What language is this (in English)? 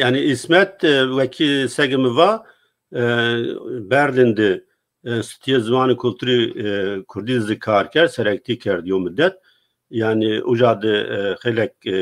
Zaza